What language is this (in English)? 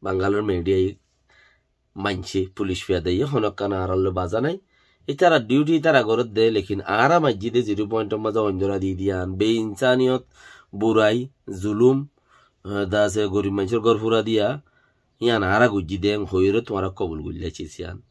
Rohingya